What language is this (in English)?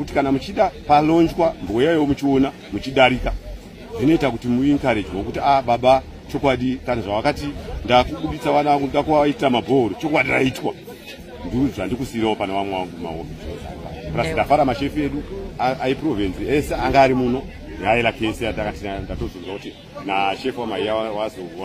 Shona